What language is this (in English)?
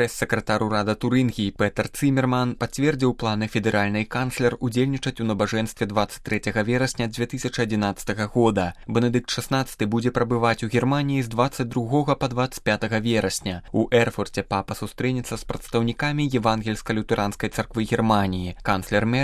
Belarusian